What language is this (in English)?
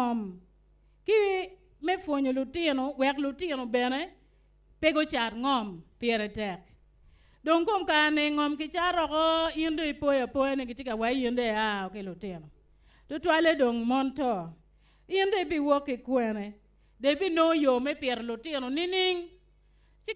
Acoli